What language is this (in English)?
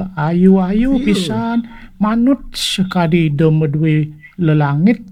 Balinese